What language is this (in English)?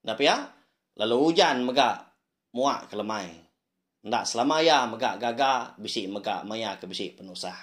Iban